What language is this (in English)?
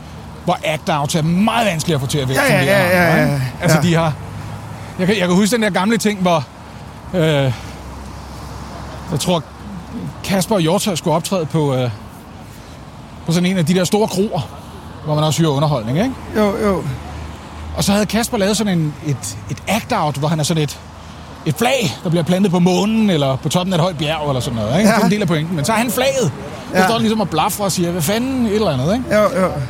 Danish